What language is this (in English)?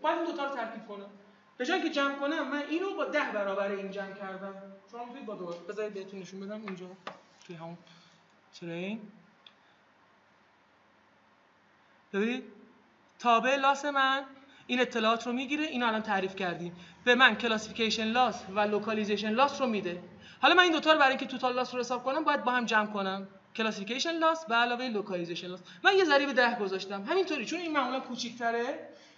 Persian